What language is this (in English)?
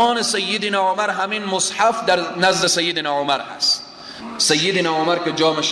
Persian